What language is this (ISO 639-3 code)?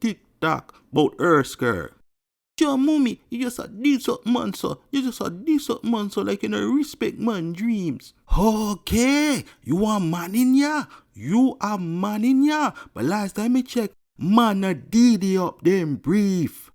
jam